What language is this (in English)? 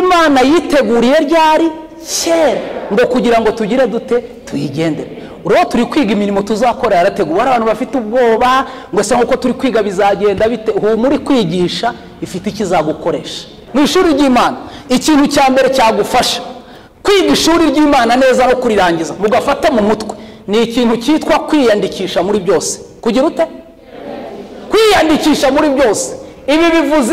Kinyarwanda